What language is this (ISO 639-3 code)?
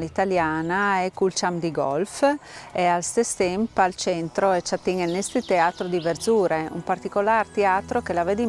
fur